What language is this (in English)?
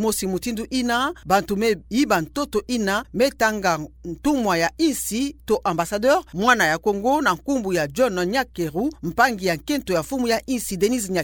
Kituba (Democratic Republic of Congo)